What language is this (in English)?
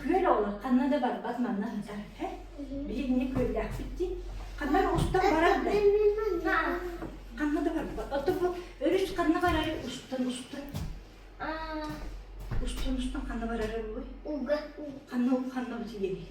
Yakut